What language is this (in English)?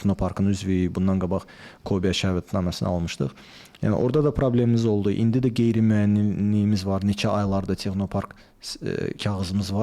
Azerbaijani